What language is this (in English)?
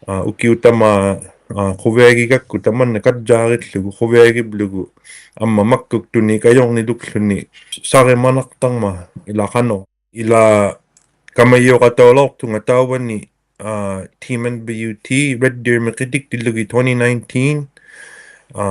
Inuktitut